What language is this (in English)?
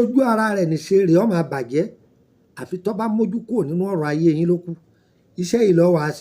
Yoruba